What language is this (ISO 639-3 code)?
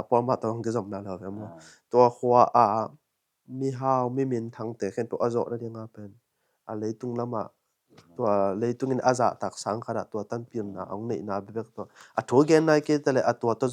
ctd